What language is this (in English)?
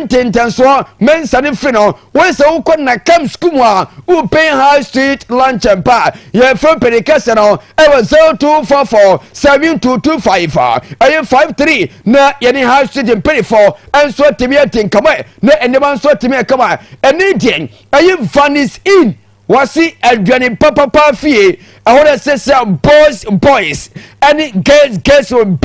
Akan